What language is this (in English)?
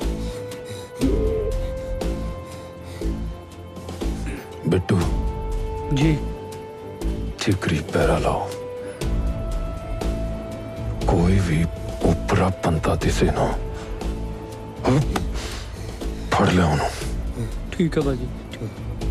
Punjabi